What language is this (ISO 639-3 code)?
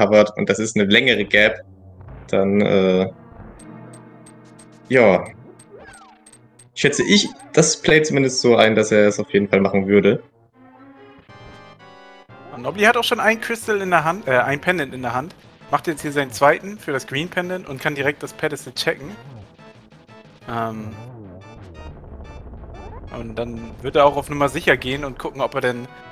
deu